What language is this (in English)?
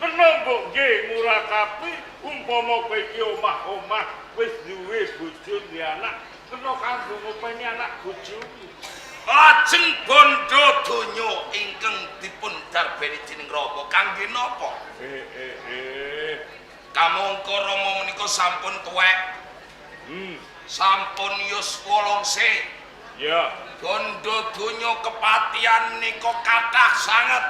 Javanese